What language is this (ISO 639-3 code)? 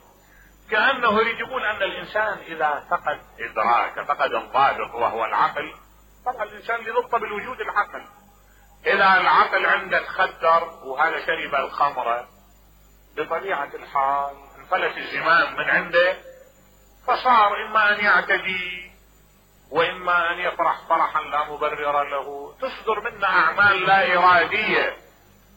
acm